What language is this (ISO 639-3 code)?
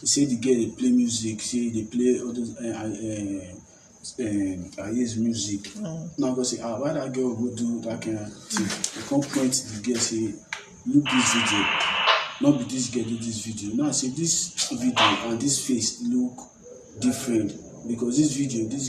pcm